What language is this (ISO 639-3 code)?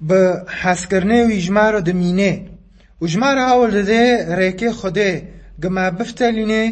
kur